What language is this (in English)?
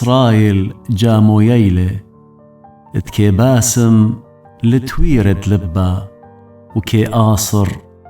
Assyrian Neo-Aramaic